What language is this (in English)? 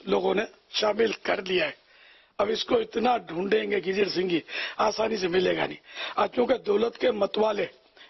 Urdu